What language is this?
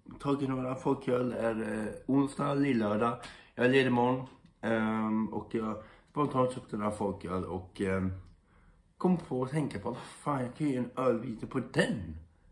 Swedish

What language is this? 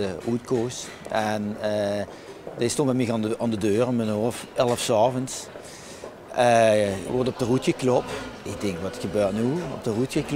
Limburgish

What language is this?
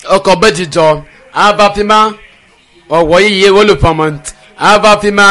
Ewe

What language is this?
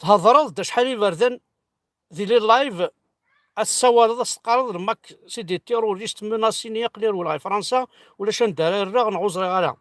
Kabyle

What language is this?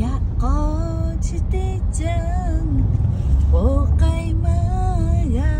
Lahu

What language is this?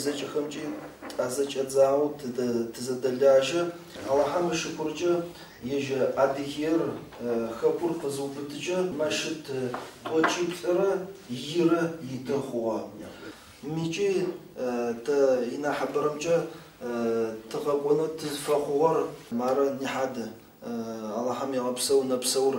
Adyghe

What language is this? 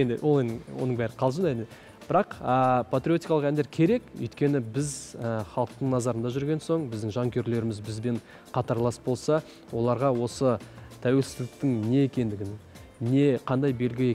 Kazakh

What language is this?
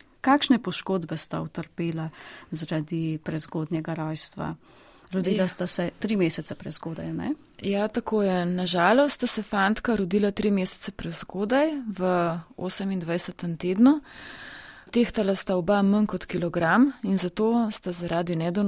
Slovenian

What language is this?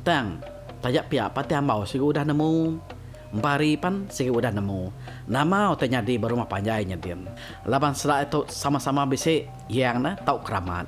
Iban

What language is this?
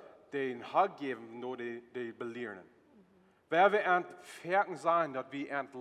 Plautdietsch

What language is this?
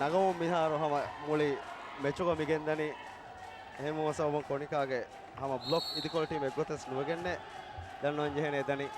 Divehi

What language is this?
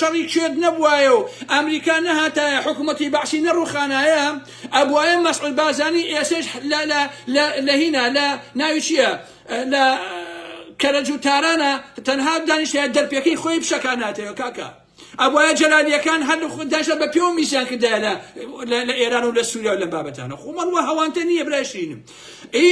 Central Kurdish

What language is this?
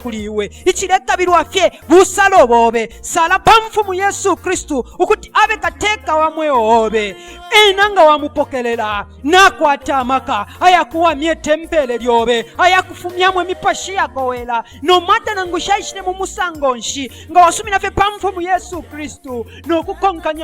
Bemba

